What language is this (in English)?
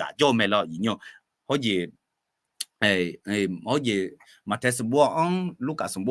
Akha